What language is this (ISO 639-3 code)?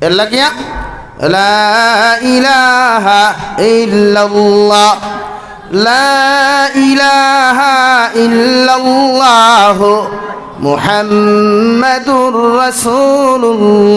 syl